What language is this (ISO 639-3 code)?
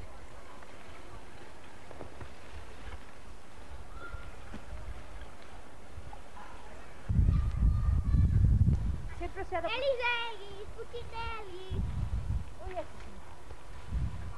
cat